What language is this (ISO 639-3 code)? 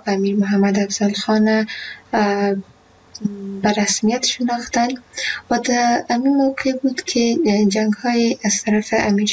fas